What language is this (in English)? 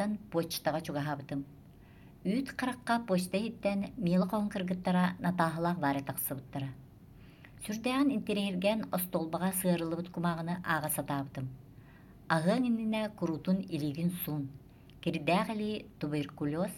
Yakut